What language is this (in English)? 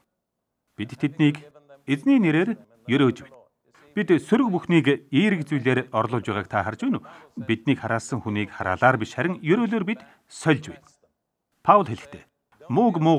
Mongolian